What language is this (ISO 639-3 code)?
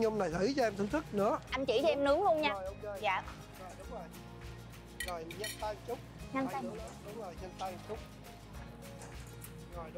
vie